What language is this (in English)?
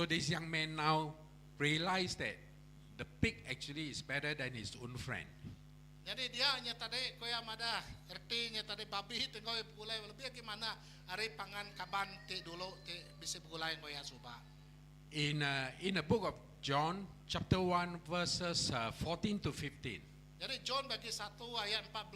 Iban